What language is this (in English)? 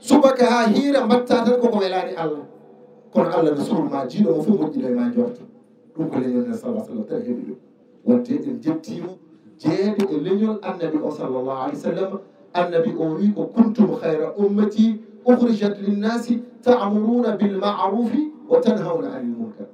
Fula